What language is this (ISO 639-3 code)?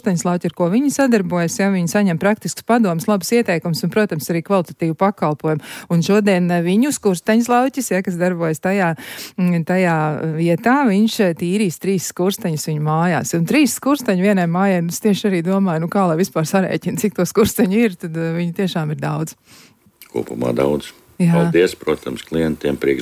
lav